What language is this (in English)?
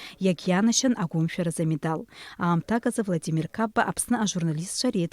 Abkhazian